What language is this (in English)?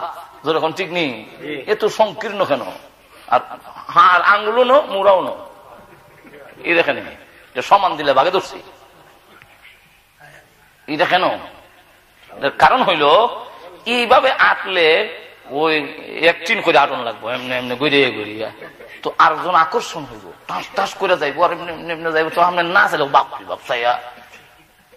Bangla